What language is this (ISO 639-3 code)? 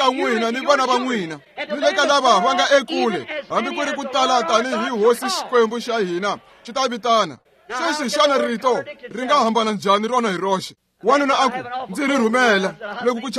tso